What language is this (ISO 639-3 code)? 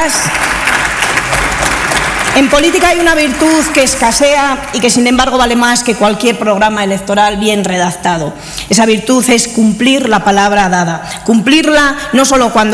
spa